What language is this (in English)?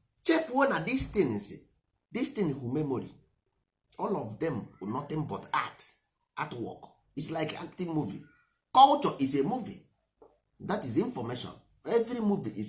Igbo